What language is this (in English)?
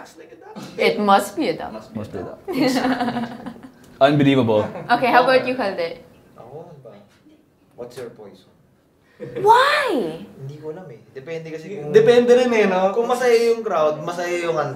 Filipino